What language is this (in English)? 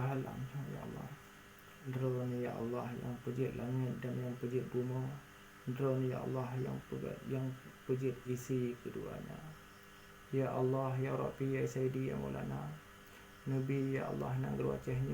Achinese